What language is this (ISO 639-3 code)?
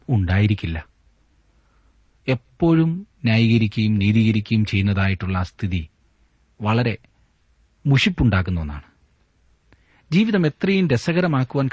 mal